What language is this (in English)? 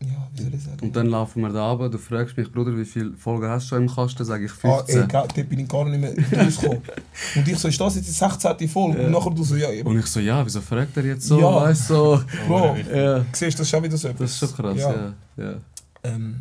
Swiss German